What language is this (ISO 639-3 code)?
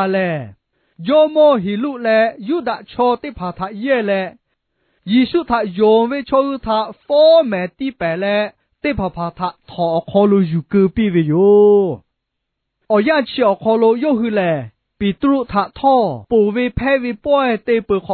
lhu